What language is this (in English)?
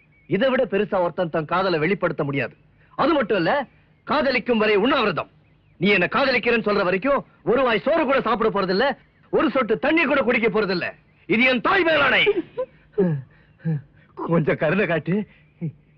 Tamil